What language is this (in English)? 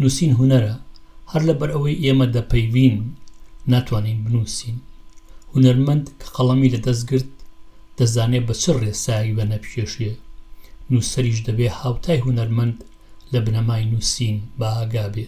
Central Kurdish